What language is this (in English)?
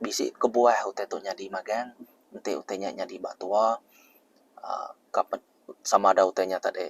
Iban